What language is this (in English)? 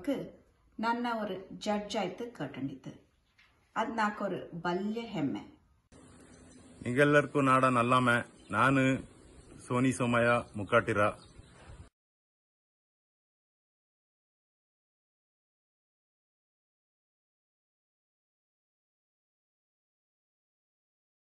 Kodava